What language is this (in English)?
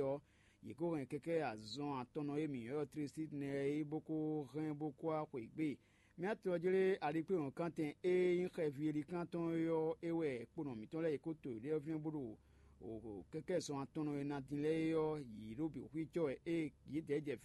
Fon